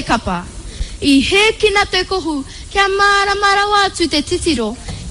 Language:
Māori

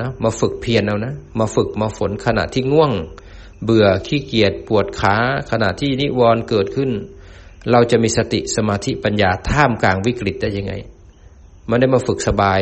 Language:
Thai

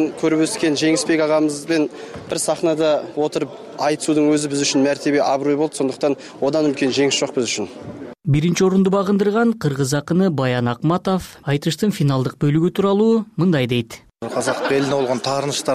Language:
Kyrgyz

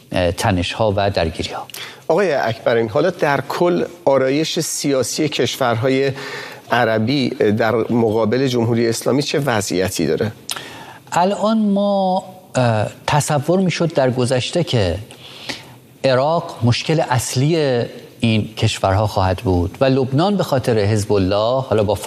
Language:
Persian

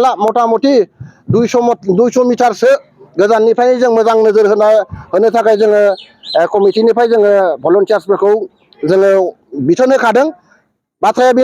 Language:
Bodo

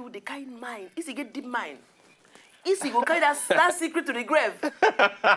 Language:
Nigerian Pidgin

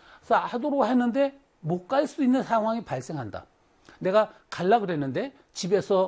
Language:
Korean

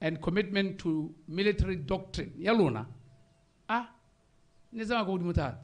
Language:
Tswana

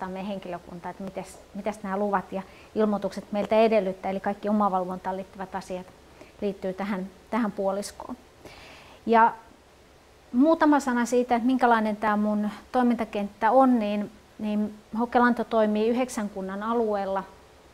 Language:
Finnish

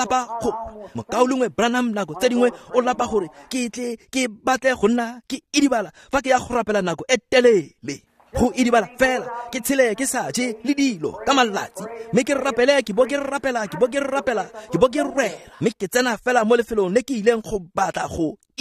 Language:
Tswana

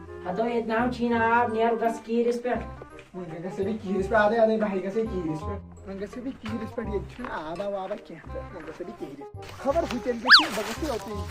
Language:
Kashmiri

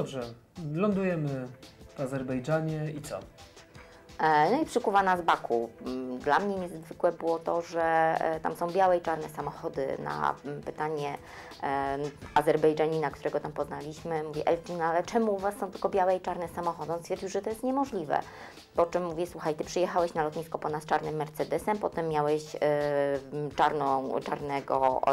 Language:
Polish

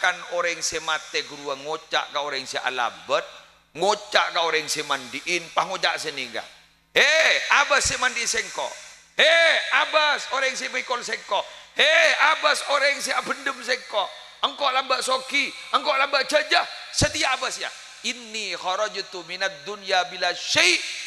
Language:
Madurese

